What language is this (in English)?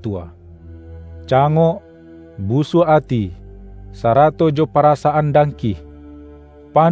Minangkabau